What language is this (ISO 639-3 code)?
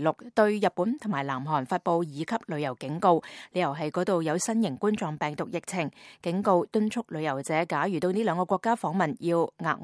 yue